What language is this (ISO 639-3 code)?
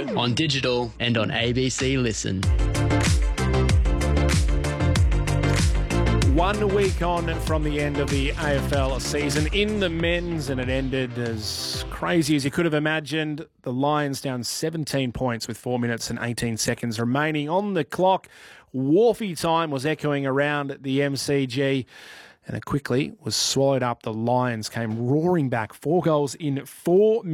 eng